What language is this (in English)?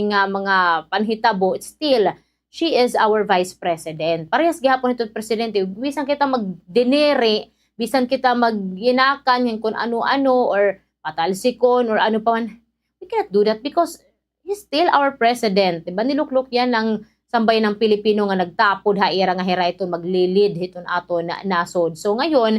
Waray